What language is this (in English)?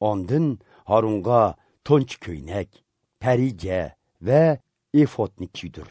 Uyghur